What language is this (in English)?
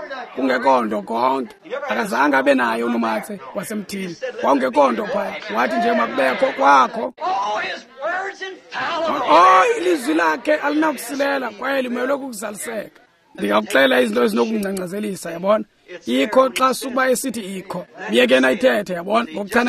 Xhosa